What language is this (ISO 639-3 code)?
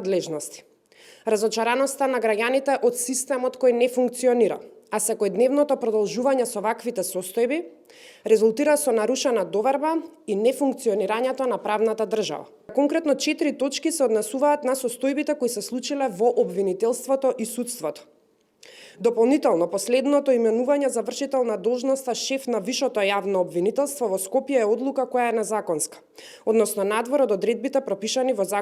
mkd